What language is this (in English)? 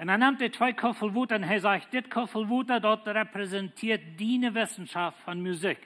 Plautdietsch